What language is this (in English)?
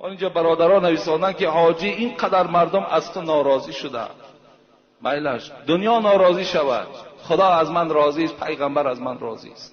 Tajik